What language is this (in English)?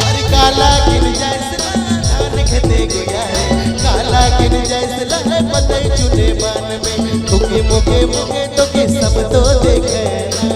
Sadri